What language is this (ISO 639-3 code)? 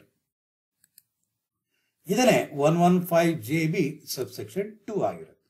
kan